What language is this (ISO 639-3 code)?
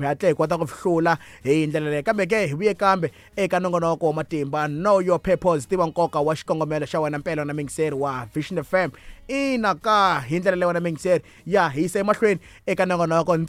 tso